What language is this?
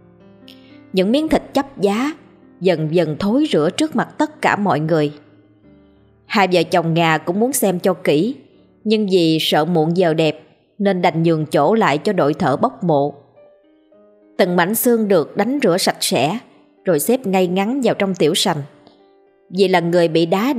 Vietnamese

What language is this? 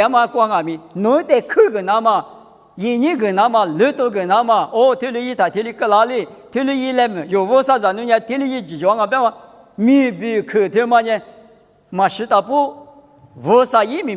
Lisu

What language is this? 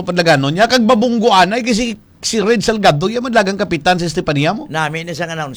Hiligaynon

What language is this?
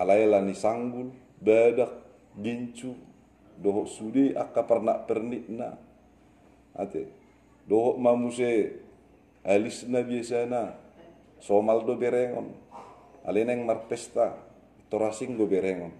Batak Toba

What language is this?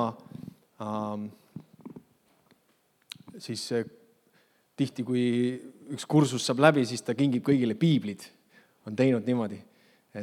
Estonian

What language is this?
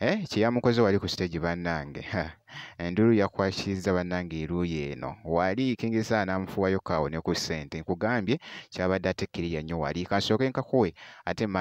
Ganda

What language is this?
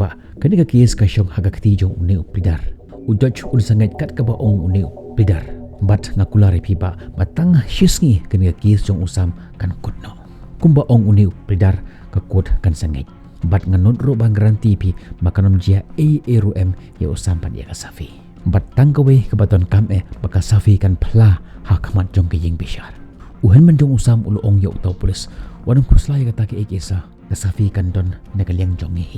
Khasi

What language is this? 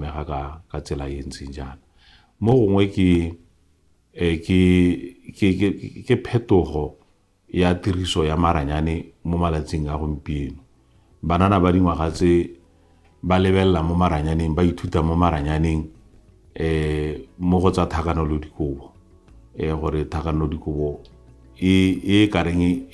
Tswana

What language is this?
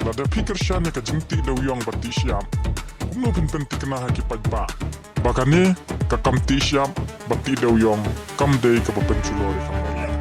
Khasi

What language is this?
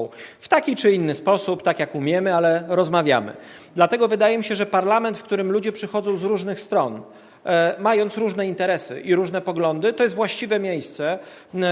Polish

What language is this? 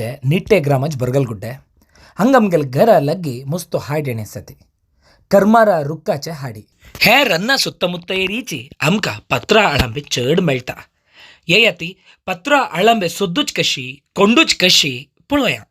Konkani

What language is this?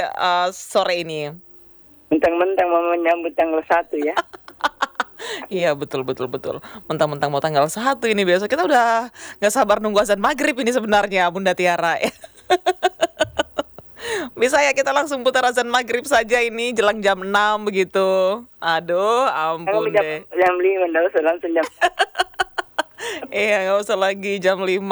Indonesian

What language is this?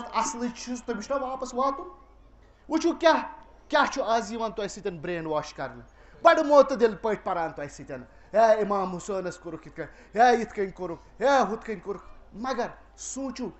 Kashmiri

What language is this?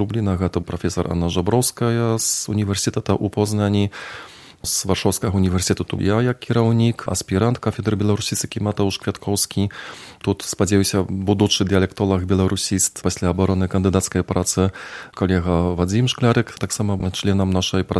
Belarusian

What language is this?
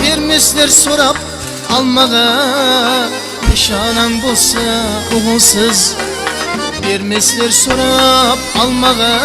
Kara-Kalpak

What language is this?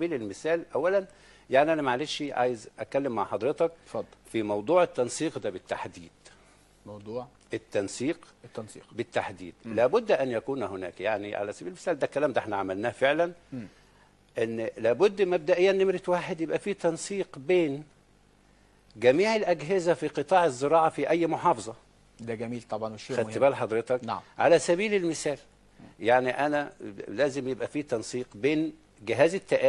Egyptian Arabic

